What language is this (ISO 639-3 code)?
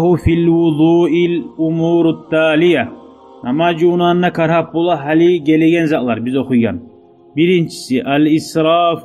kum